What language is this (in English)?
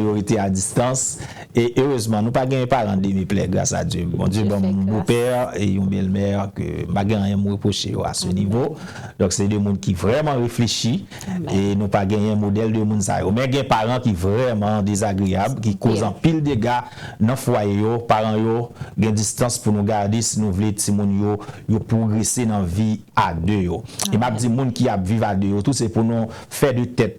Haitian Creole